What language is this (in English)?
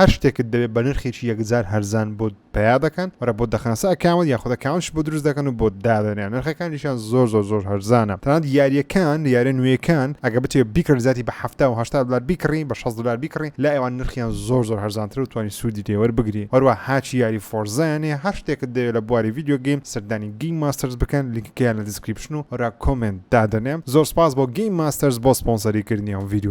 Central Kurdish